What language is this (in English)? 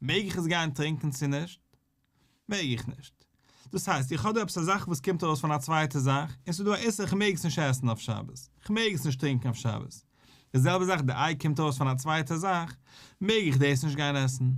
Yiddish